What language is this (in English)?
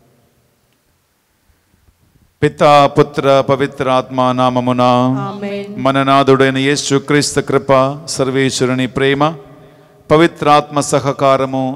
Telugu